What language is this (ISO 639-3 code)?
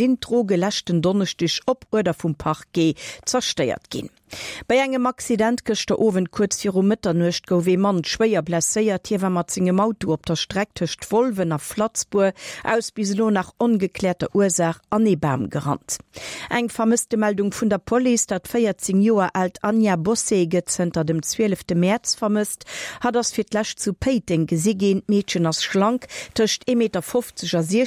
ltz